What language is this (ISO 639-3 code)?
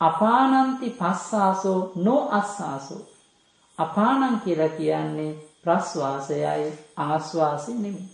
sin